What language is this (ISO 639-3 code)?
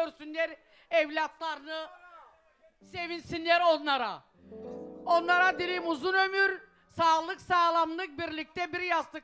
tur